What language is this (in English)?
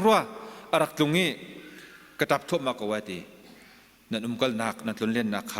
Hakha Chin